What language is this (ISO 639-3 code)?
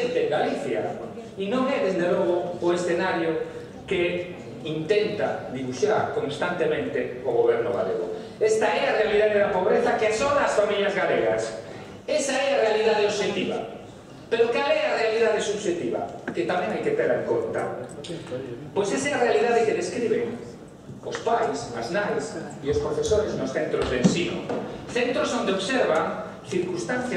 glg